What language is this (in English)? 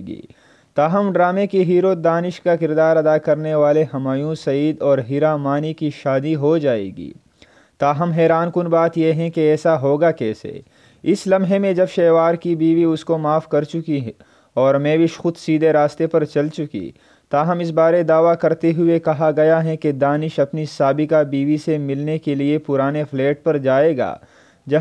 Urdu